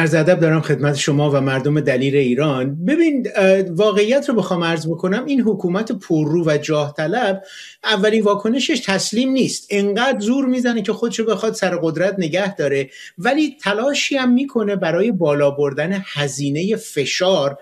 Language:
Persian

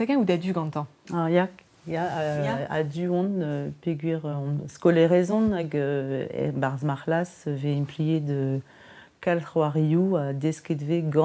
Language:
Breton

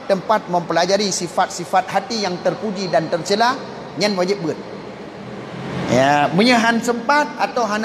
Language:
Achinese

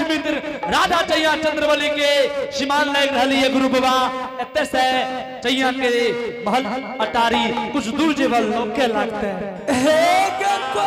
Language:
Angika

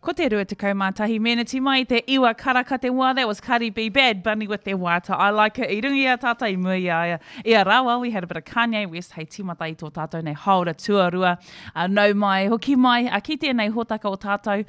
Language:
Māori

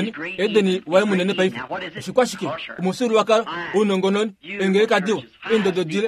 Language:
Kuanyama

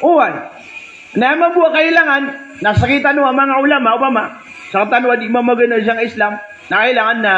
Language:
Maranao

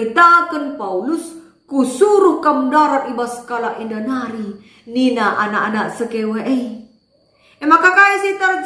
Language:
Batak Karo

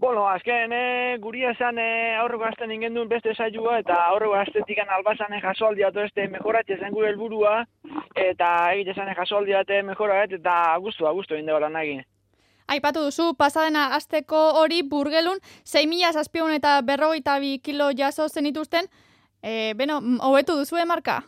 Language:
Basque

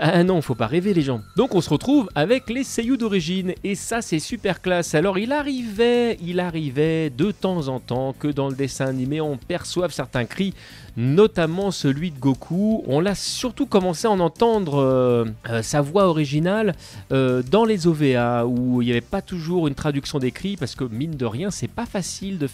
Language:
French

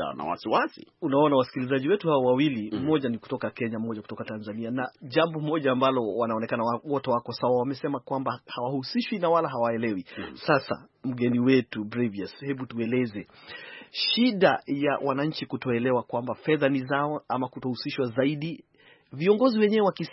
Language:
Swahili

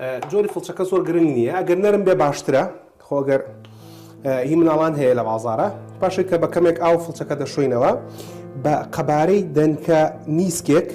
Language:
Central Kurdish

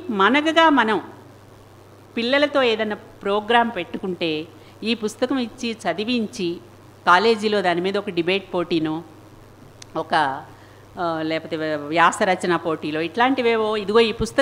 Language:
Telugu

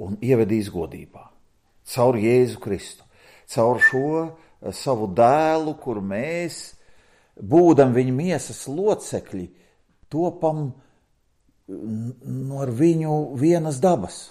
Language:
Latvian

